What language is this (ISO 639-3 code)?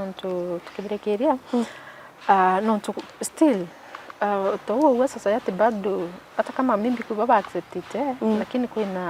mer